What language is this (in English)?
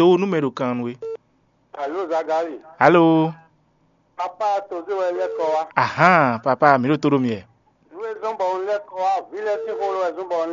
Fon